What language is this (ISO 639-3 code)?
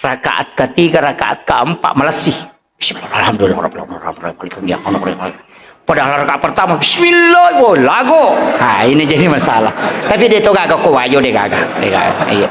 bug